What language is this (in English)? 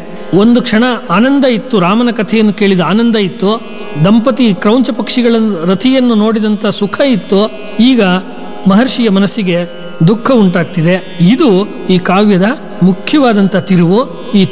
Kannada